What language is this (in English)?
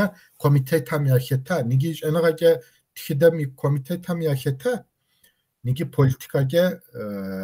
Kabardian